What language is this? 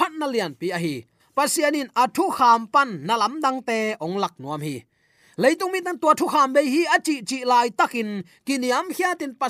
Tedim Chin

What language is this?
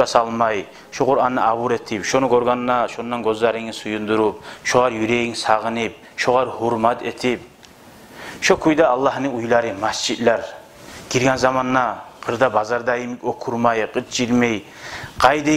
Kumyk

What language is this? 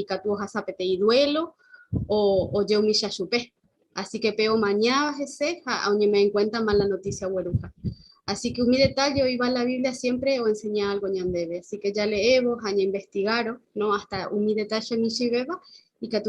Guarani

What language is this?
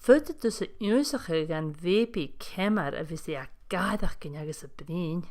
Scottish Gaelic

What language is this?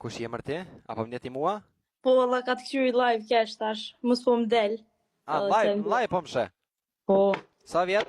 Albanian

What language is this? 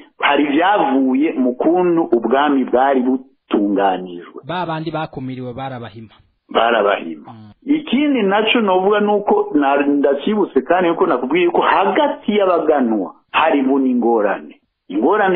Rundi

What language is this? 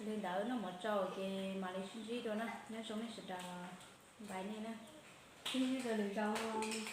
Hmong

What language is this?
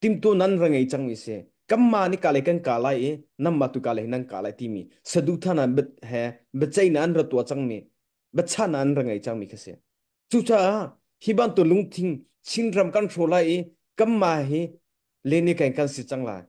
Hakha Chin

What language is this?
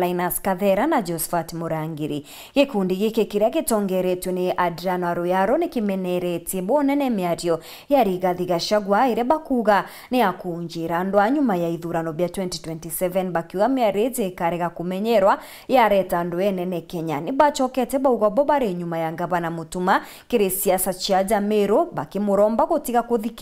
Meru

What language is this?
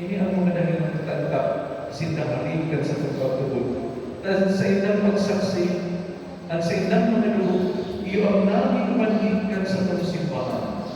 Bikol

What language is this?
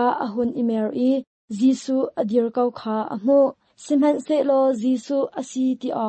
Hakha Chin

